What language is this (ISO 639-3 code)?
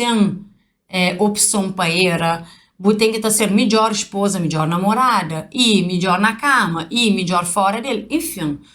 kea